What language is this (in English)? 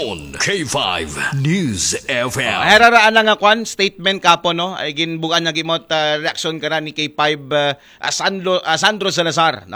Aklanon